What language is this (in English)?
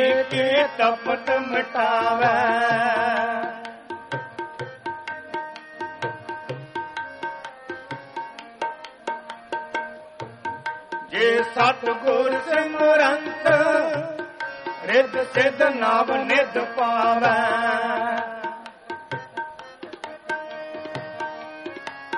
Punjabi